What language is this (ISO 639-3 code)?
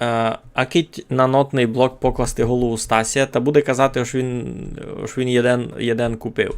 rue